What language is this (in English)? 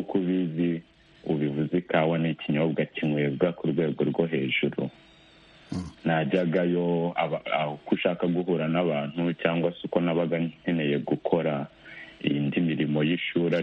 Kinyarwanda